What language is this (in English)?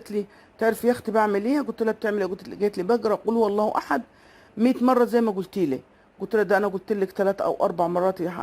Egyptian Arabic